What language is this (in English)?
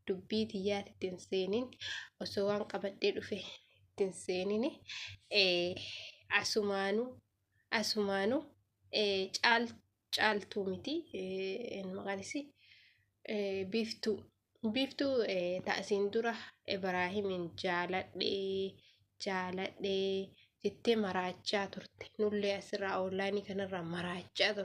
Oromo